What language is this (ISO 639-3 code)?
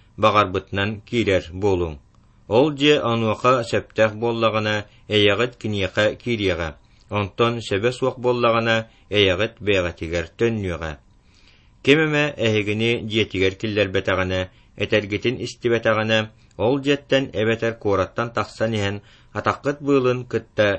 sah